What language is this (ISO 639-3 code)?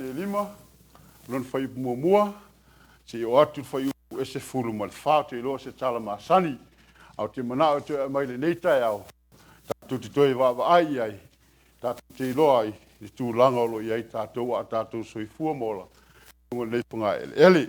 smo